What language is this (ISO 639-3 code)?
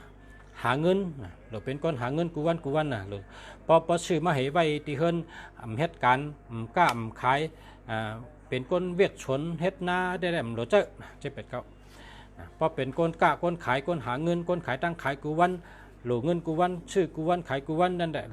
shn